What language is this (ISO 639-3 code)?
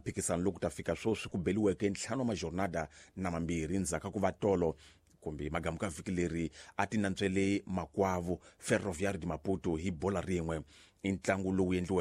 tso